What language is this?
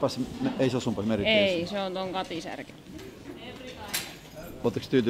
Finnish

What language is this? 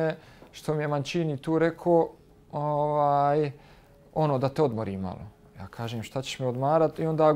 Bosnian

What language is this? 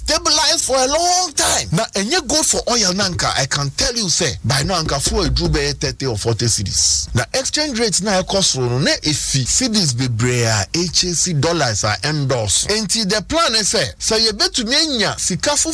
Akan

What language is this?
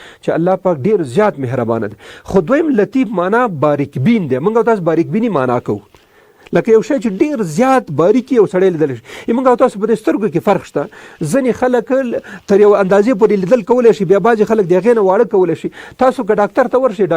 Pashto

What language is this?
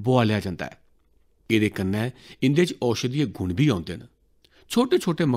Dogri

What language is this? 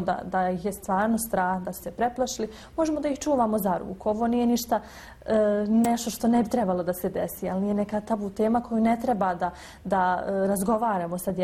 Bosnian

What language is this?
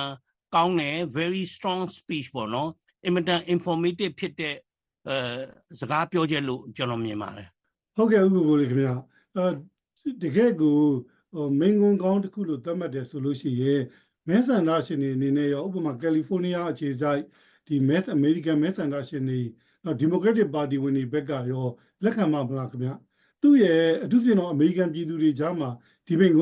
Burmese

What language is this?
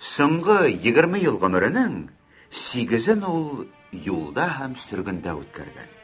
Tatar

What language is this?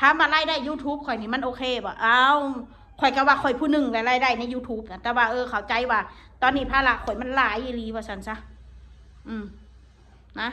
Northeastern Thai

